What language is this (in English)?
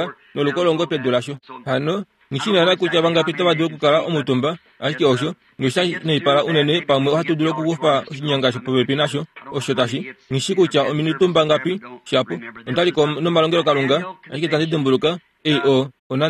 Kuanyama